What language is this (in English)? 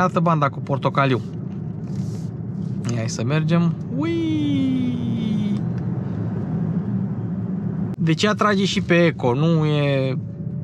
Romanian